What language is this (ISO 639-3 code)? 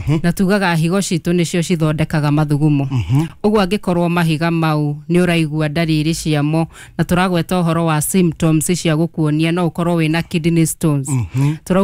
kik